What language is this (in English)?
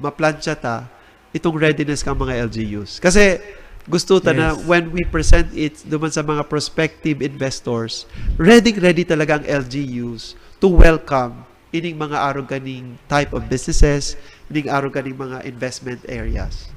Bikol